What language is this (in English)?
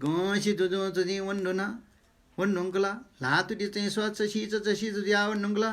Newari